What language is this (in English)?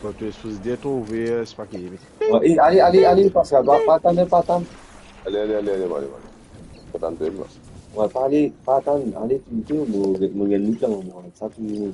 Morisyen